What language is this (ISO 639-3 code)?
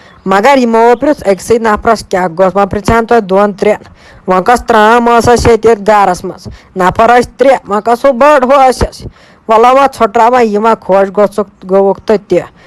kas